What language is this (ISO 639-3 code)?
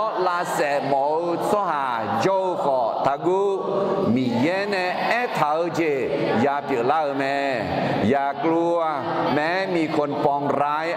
ahk